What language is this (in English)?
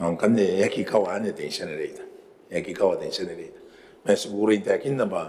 Gilbertese